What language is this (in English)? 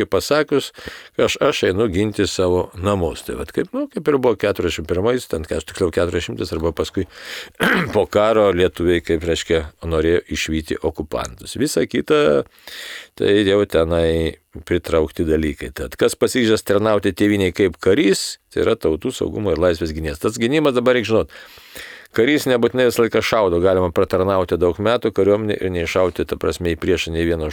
Lithuanian